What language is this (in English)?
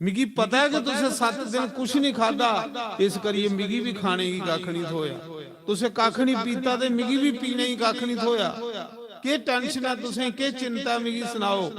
Dogri